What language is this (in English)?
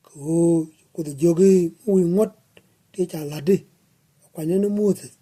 Nuer